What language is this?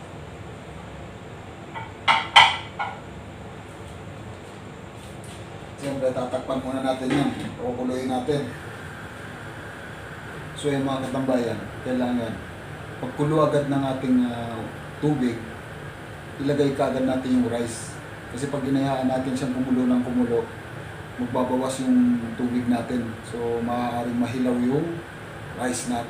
Filipino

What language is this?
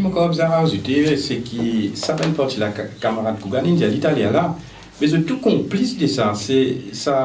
Morisyen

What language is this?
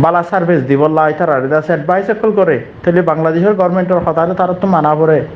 Rohingya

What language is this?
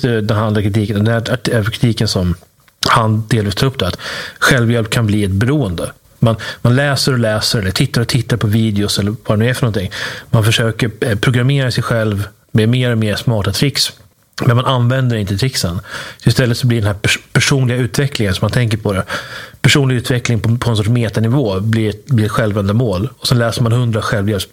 Swedish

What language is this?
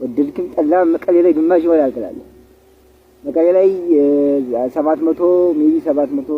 Amharic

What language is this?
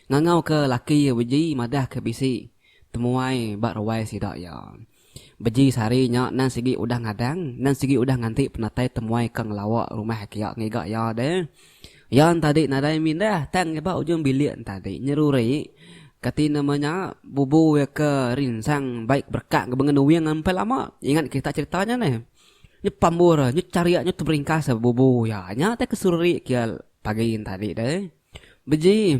Iban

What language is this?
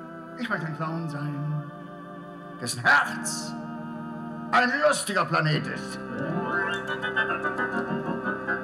German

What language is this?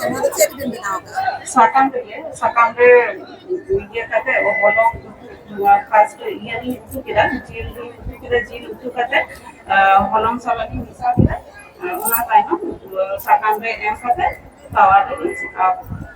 Santali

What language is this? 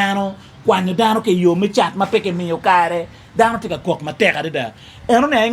Acoli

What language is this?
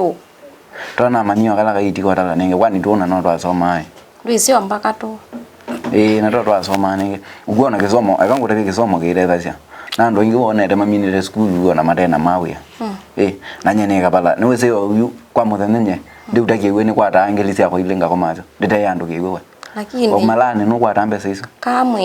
Kamba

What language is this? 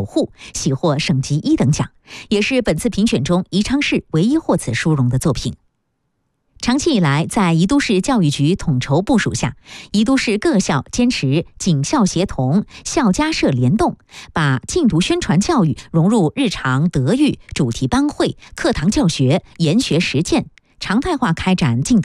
Chinese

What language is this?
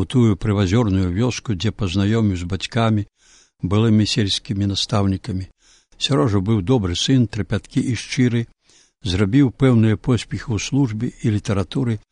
Belarusian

